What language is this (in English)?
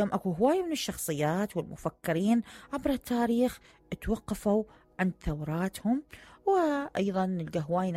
Mesopotamian Arabic